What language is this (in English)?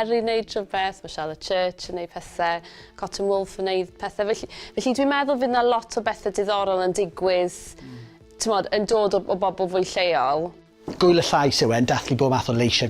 Welsh